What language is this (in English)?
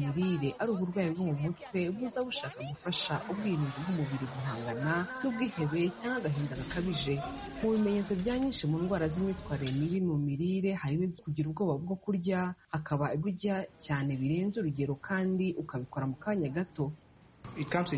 Kinyarwanda